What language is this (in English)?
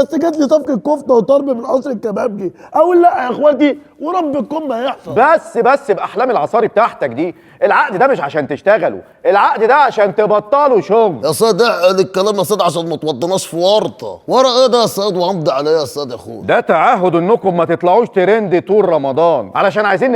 Egyptian Arabic